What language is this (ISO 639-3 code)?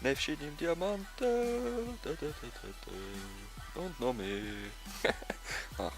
gsw